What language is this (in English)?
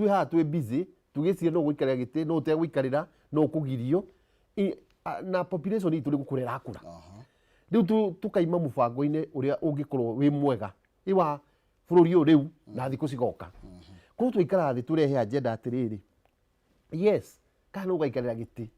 Kikuyu